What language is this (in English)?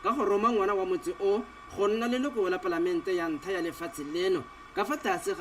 Tswana